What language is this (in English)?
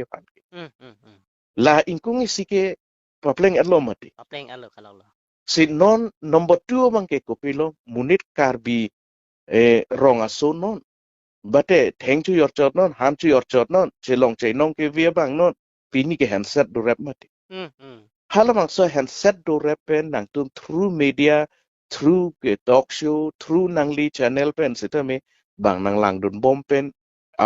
Karbi